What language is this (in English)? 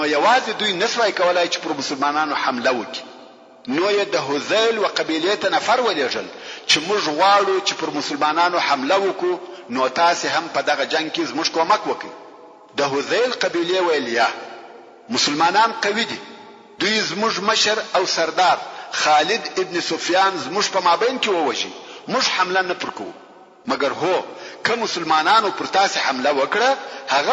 Pashto